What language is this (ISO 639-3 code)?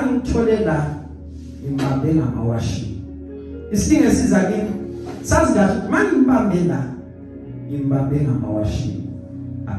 zul